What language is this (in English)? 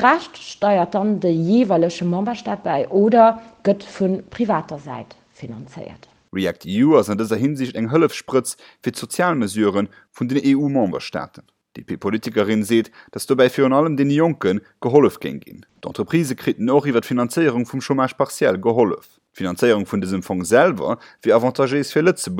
Luxembourgish